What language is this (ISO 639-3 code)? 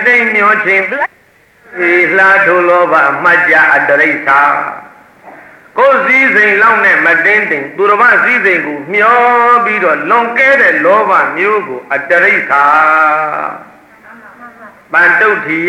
mya